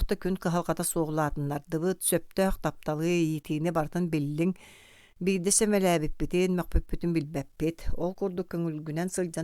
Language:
Yakut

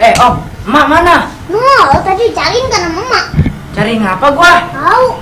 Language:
Betawi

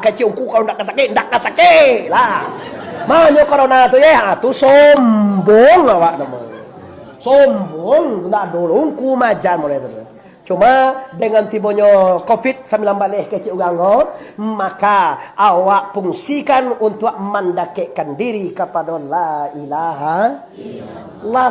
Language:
Minangkabau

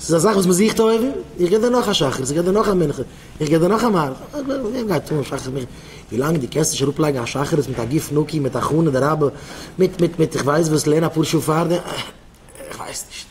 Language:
Yiddish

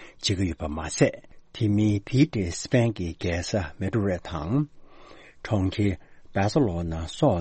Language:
Tibetan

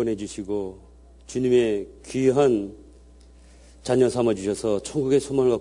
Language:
Korean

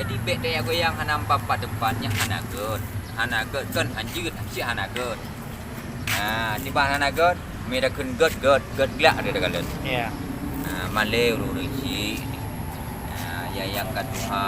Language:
Achinese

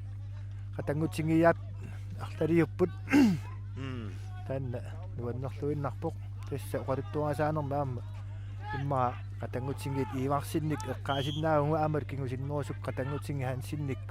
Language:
Kalaallisut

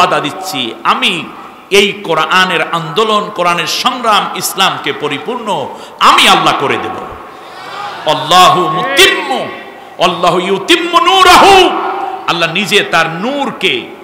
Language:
Bangla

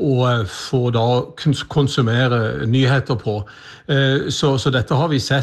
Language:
Norwegian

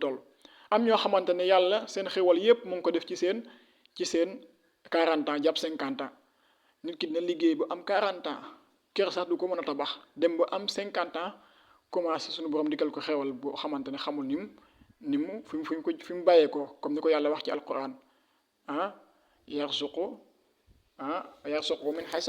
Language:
Wolof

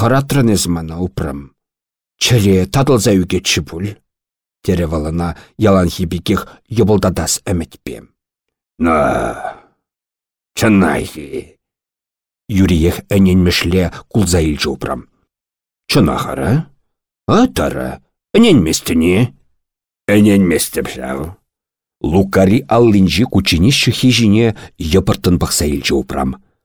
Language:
Chuvash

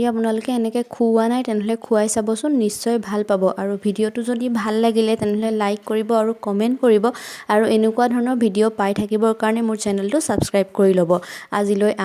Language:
Assamese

